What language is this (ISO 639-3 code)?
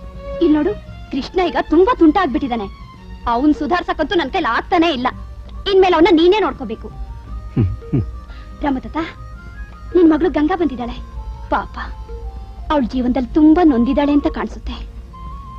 kan